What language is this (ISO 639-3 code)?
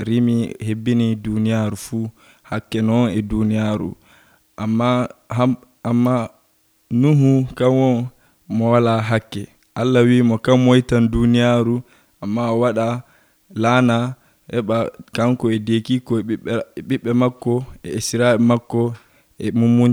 fuv